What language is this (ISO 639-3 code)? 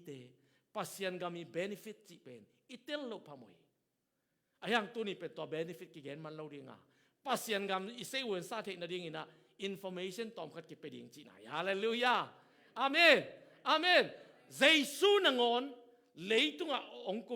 ctd